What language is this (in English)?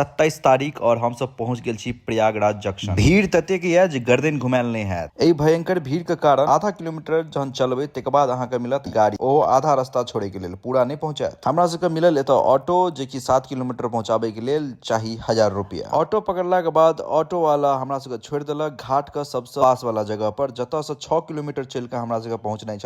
Maithili